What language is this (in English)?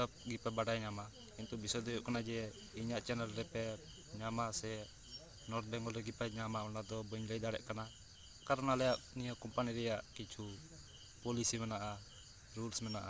Santali